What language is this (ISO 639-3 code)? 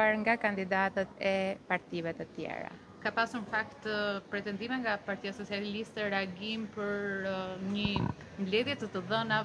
sqi